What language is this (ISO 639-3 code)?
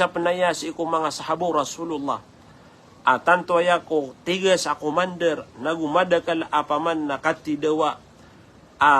mrw